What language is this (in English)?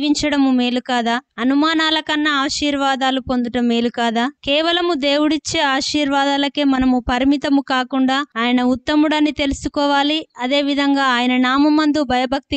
Telugu